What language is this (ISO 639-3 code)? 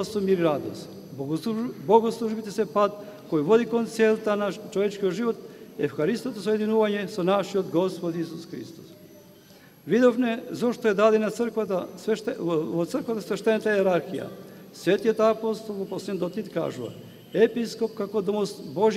mkd